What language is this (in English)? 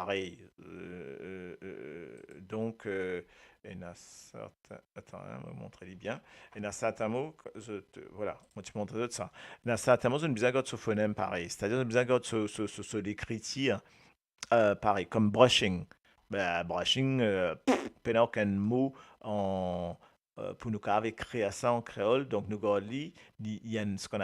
Morisyen